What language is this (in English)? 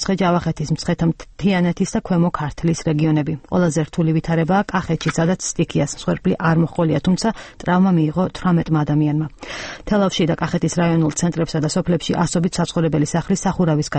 Georgian